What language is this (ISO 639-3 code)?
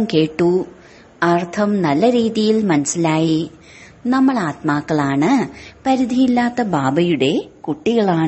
mal